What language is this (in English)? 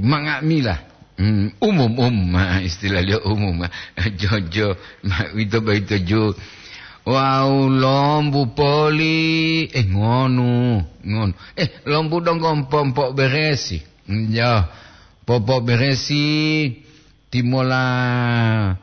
Gorontalo